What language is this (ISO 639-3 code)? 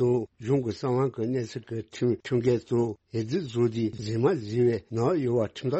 bod